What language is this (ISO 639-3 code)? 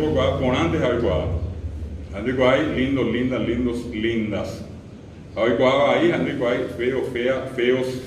grn